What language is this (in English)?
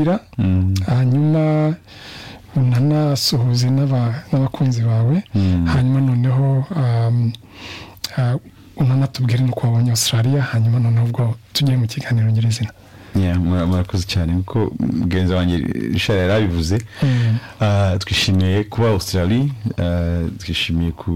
Kinyarwanda